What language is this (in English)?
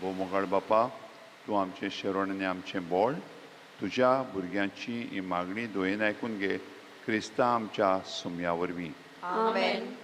Konkani